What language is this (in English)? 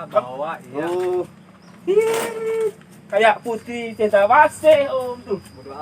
Betawi